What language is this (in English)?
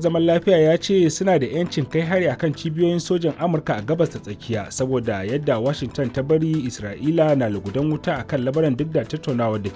Hausa